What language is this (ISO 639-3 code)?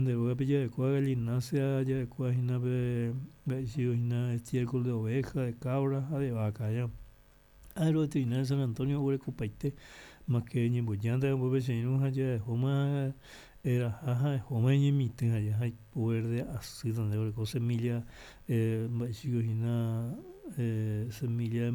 grn